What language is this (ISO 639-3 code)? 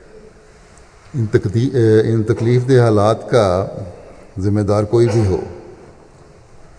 urd